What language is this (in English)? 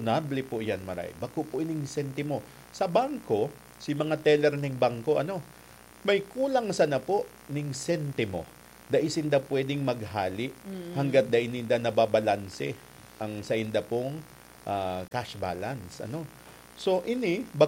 Bikol